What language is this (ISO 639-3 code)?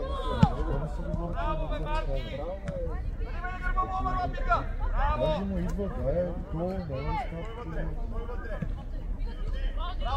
bul